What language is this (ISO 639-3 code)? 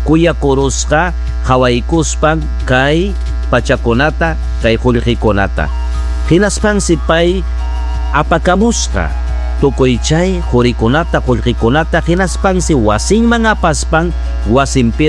quy